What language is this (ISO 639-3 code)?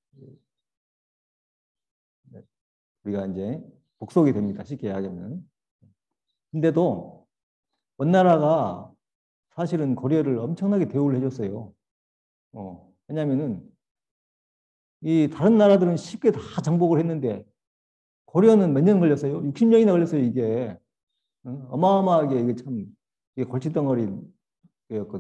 kor